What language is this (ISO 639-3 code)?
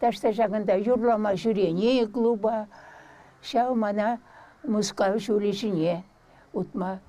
chv